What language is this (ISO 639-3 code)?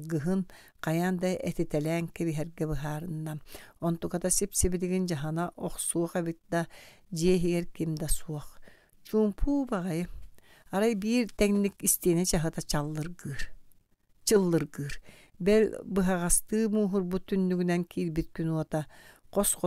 sah